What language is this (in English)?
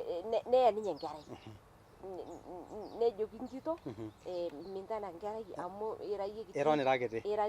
Masai